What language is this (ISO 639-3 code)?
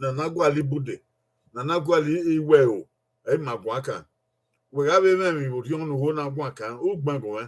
bin